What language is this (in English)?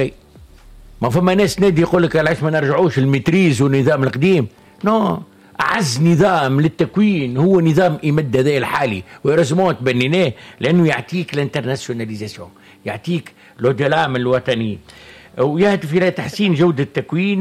Tunisian Arabic